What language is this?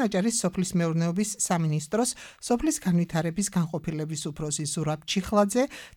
Georgian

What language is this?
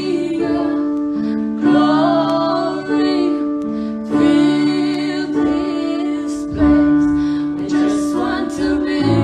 Pohnpeian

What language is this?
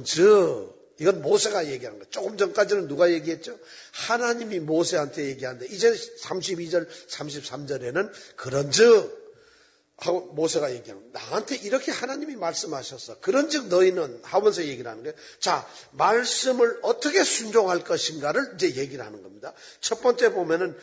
Korean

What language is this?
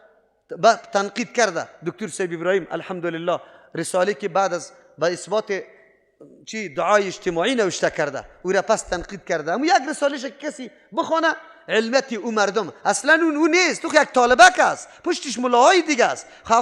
Persian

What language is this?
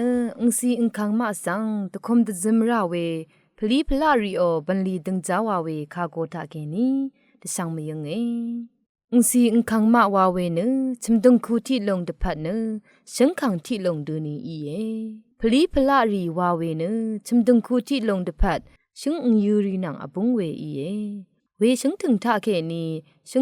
Rawang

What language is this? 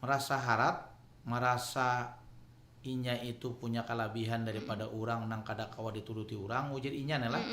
Banjar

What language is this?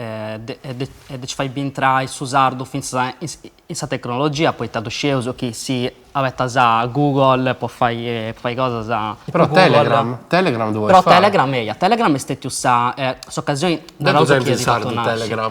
Sardinian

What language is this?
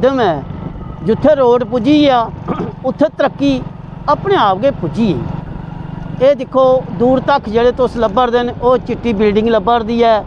Dogri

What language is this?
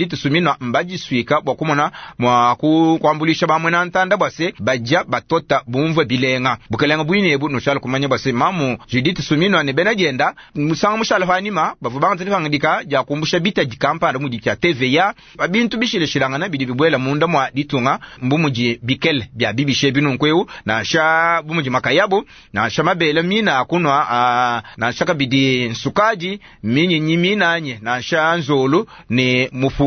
Luba-Lulua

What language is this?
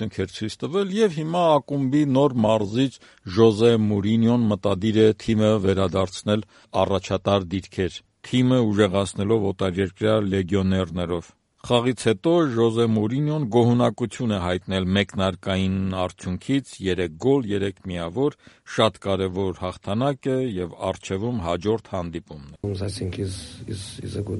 Armenian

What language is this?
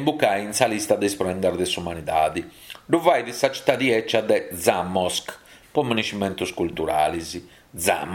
Sardinian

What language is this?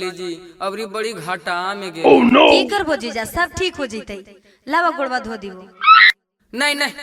Magahi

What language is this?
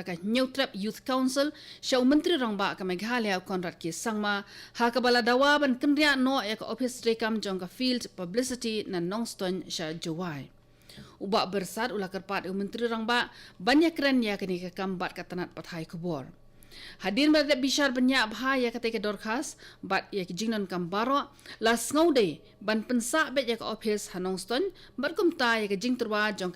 Khasi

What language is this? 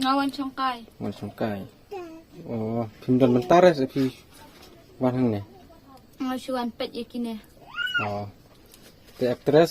Khasi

